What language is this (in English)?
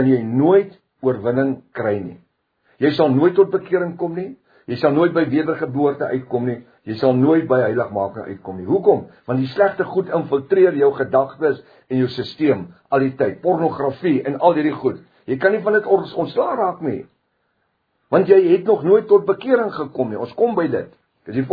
Afrikaans